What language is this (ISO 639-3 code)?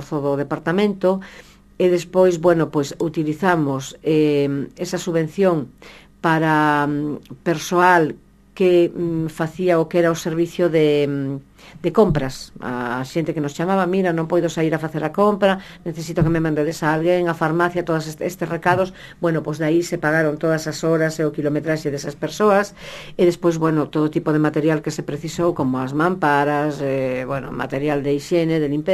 glg